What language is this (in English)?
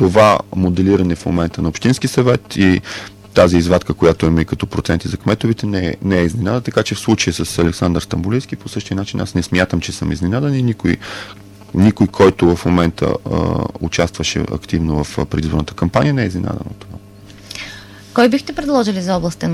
Bulgarian